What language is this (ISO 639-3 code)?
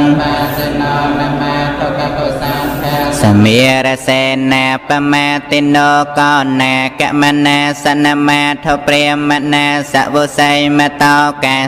khm